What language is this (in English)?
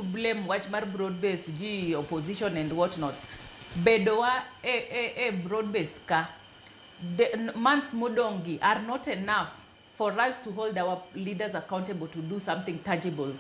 Luo (Kenya and Tanzania)